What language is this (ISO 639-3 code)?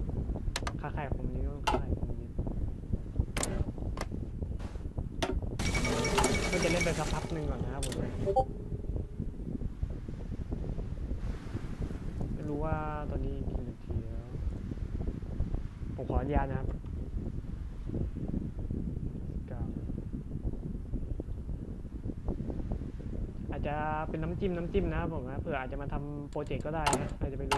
tha